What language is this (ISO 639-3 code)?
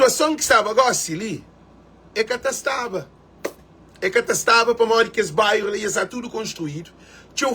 kea